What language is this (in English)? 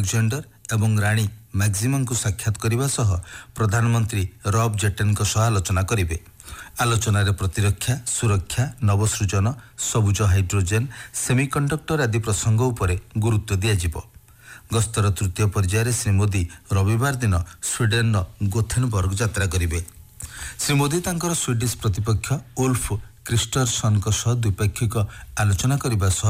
Odia